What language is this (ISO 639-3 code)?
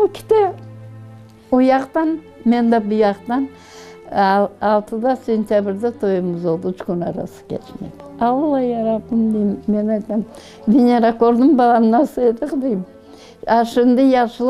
crh